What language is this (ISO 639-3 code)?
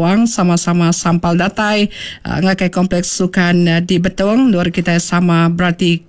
iba